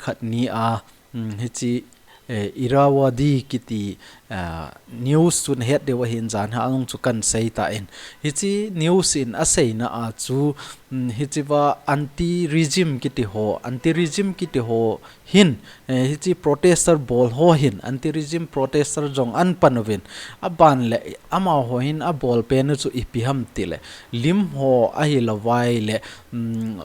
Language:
Thado Chin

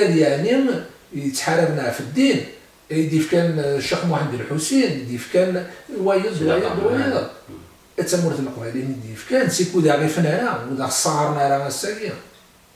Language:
Kabyle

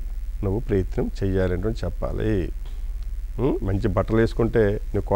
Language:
Telugu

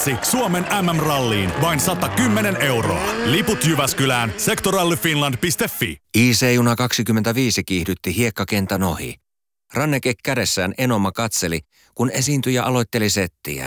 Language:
Finnish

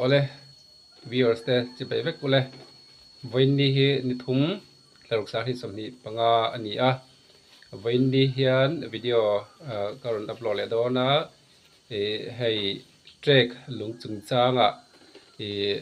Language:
Mizo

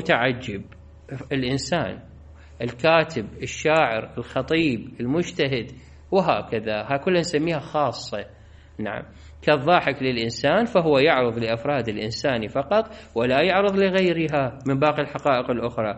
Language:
Mesopotamian Arabic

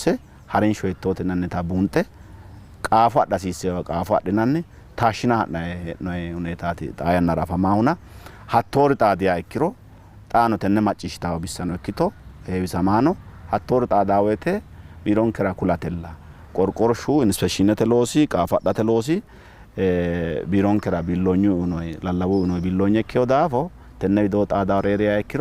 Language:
Sidamo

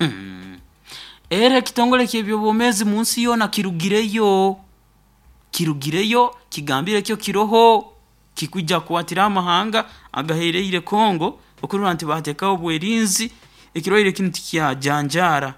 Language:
Nyoro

